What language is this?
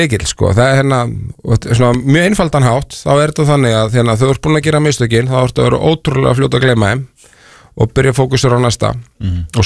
Icelandic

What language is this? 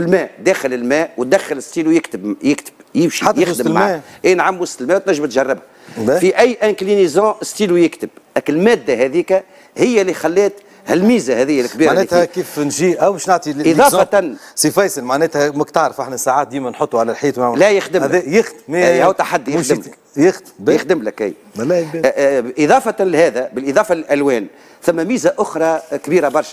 Tunisian Arabic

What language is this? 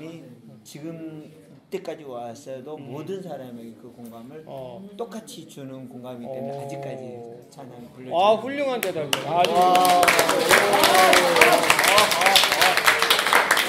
Korean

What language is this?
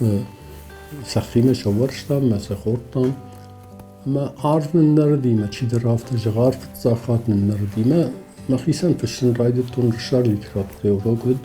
Ossetic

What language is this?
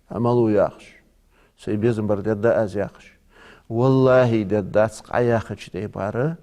Ingush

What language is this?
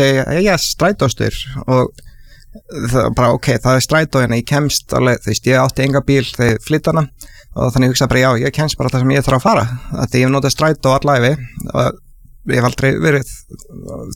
Icelandic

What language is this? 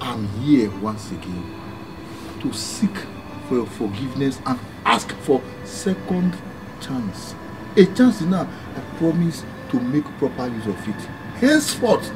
Bini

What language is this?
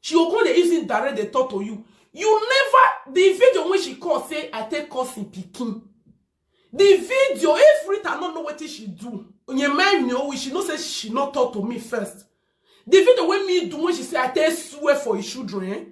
Nigerian Pidgin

